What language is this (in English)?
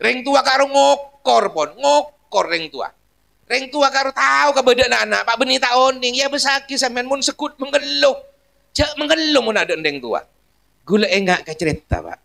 Madurese